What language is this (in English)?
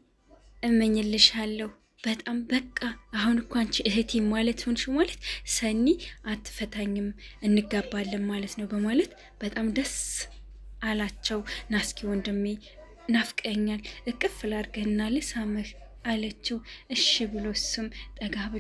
Amharic